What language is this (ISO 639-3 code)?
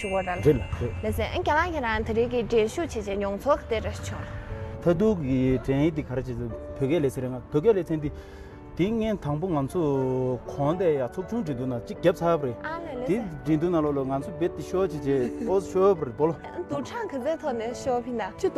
bod